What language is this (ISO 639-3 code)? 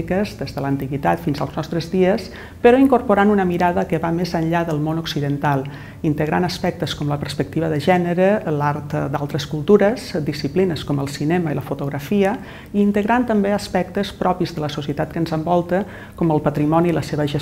cat